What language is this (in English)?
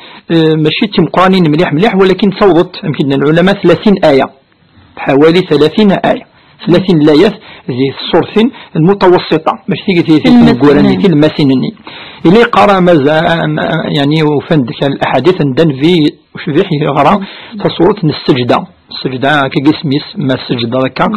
Kabyle